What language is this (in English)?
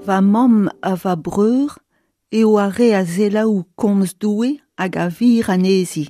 Breton